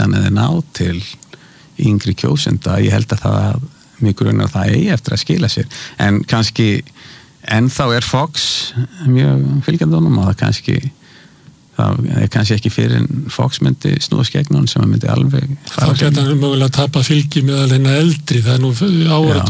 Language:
Icelandic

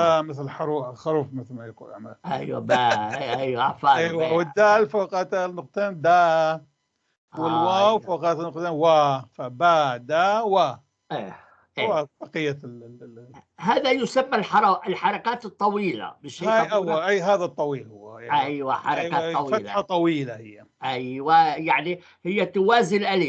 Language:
North Levantine Arabic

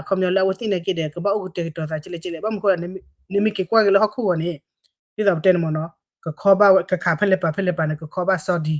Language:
S'gaw Karen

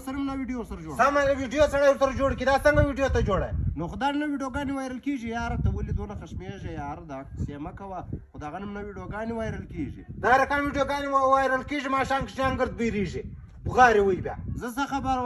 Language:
Pashto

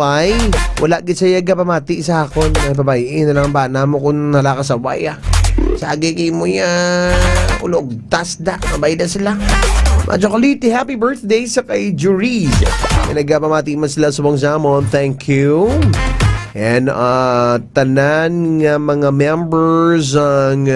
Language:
Hiligaynon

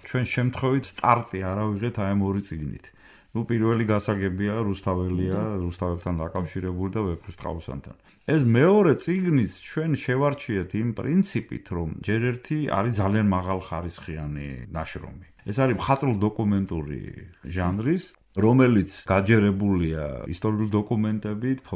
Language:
Georgian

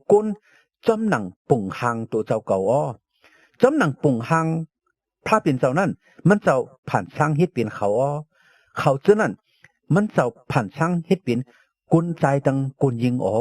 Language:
Shan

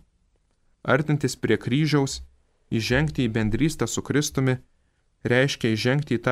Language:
Lithuanian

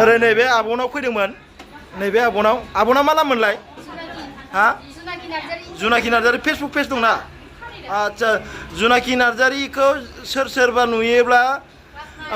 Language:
Bodo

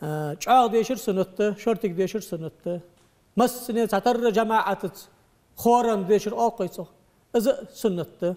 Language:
Ingush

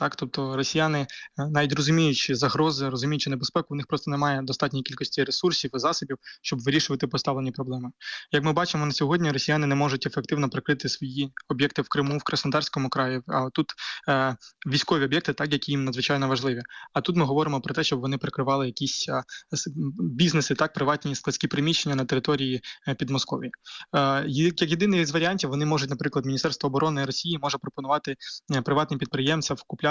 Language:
Ukrainian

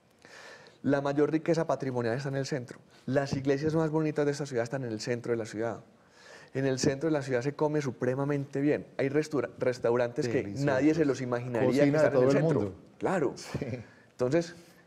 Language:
Spanish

